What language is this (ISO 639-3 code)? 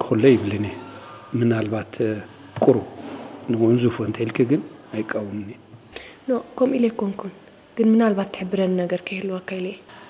tir